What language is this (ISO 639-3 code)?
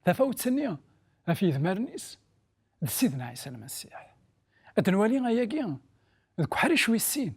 kab